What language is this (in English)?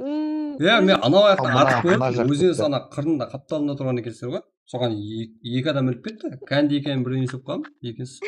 Kara-Kalpak